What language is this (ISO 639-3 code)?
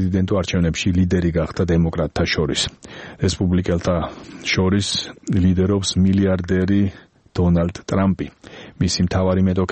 kat